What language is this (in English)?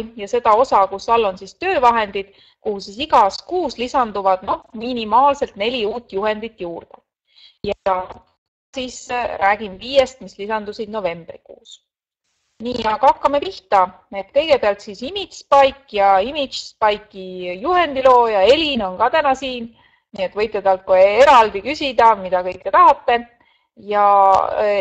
Estonian